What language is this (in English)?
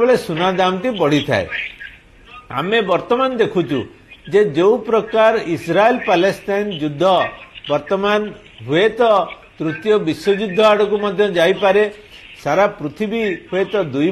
Odia